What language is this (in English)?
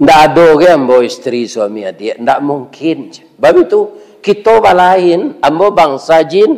Minangkabau